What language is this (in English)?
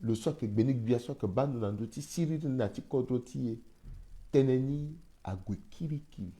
Sango